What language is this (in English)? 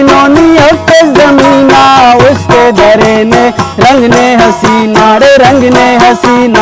Brahui